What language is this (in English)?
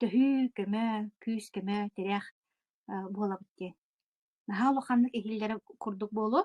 Yakut